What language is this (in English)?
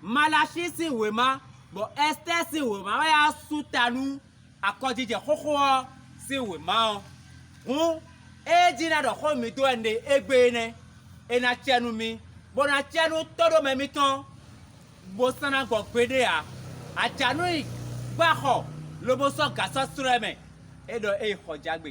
Fon